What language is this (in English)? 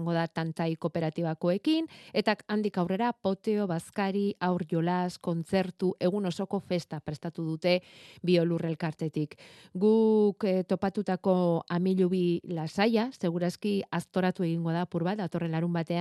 Basque